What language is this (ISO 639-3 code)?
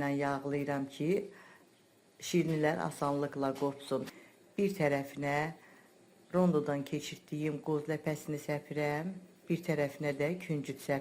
aze